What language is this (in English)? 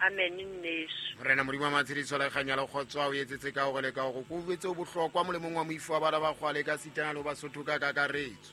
Southern Sotho